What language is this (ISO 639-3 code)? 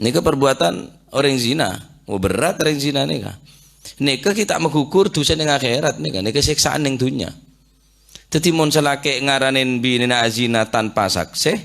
mad